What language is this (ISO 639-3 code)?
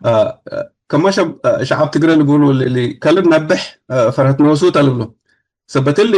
tig